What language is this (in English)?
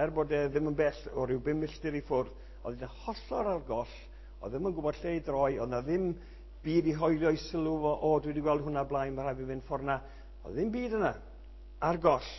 Welsh